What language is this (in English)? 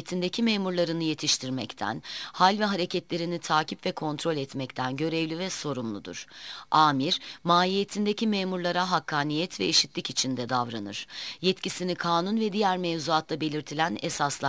Turkish